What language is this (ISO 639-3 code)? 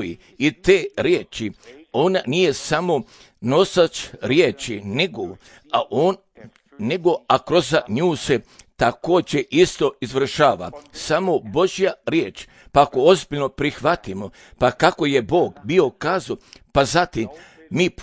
hrv